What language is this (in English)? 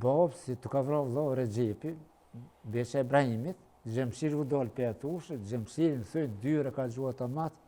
Albanian